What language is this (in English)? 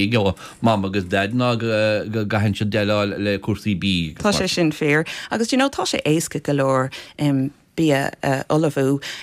Irish